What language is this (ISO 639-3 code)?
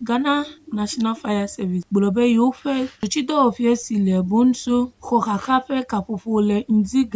ewe